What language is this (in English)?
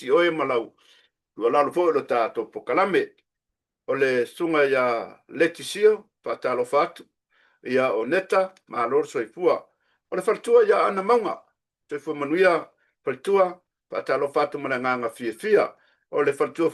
Samoan